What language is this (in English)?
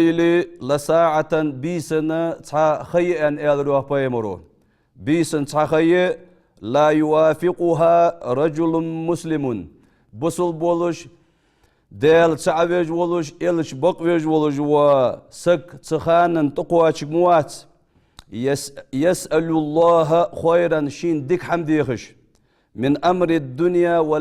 Ingush